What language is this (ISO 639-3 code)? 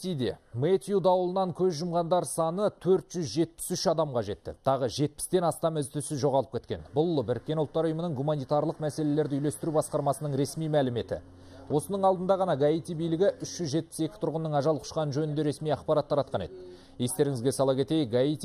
kaz